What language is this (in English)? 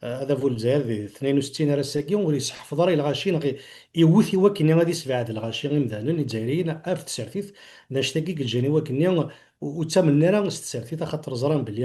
Kabyle